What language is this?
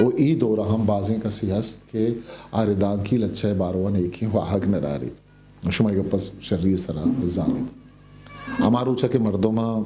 Eastern Balochi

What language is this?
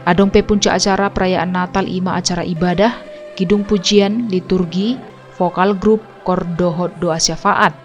Batak Toba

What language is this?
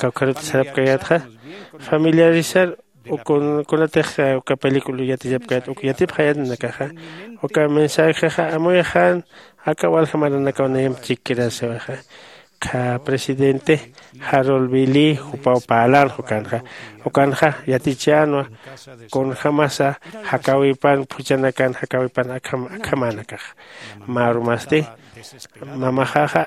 Aymara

